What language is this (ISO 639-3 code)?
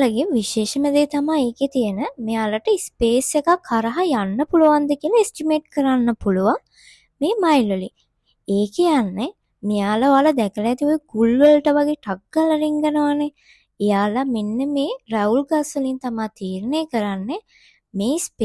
sin